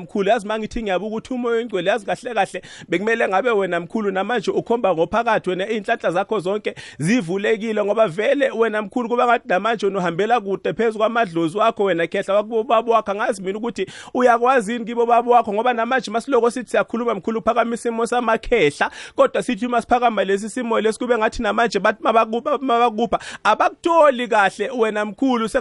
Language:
South Ndebele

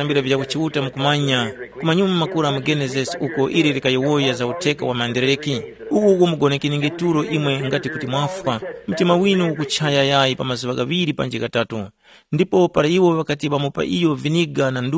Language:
Tumbuka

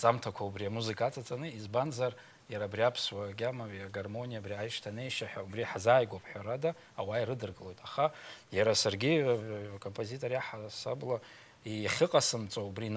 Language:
Abkhazian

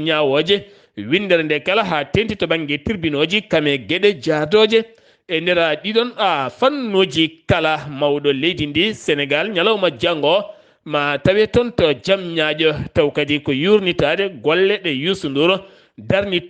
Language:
Fula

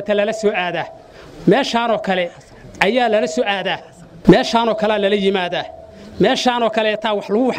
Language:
Somali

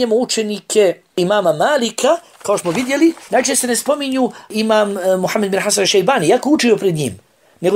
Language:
Bosnian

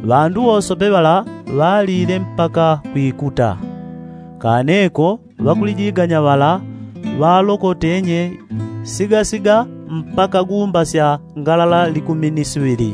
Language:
Yao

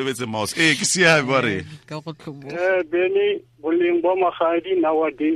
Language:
Tswana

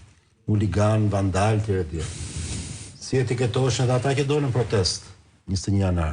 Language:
Albanian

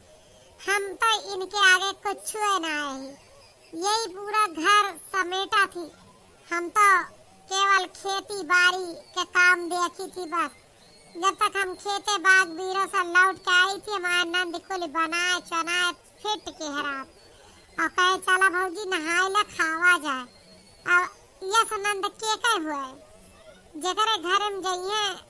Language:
Awadhi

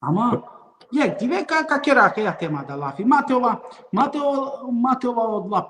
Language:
Balkan Romani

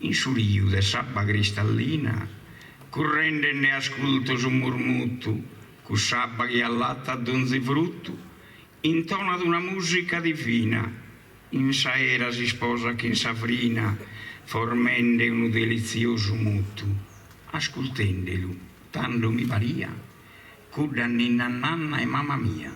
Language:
Sardinian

